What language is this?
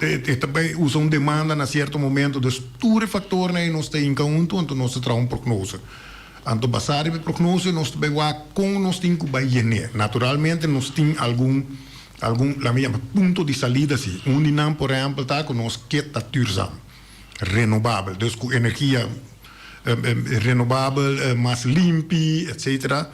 Papiamento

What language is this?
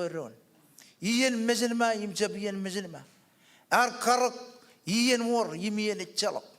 Marshallese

